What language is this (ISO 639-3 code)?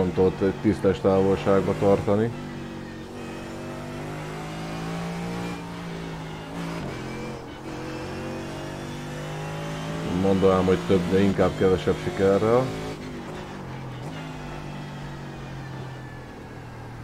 hun